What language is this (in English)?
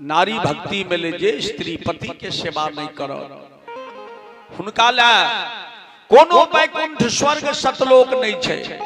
Maithili